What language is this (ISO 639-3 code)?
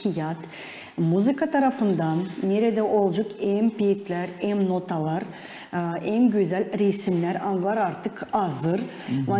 gag